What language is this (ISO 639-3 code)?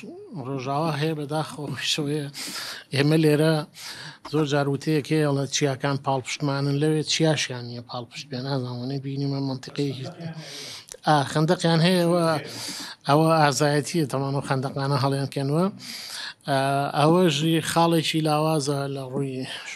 ckb